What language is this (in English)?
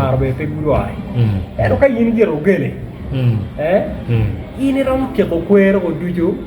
Acoli